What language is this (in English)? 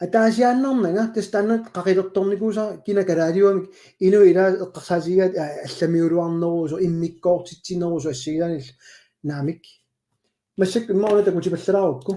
Kalaallisut